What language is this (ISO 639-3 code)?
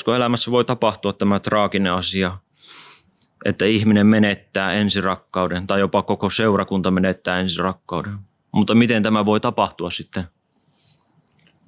fin